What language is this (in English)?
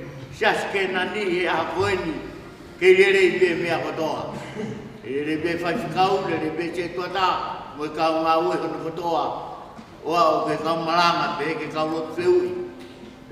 Tongan